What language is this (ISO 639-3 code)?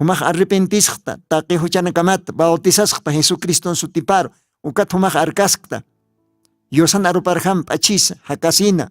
aym